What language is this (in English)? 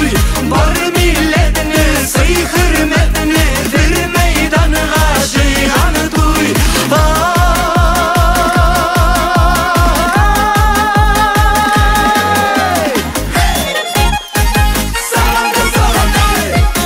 Tatar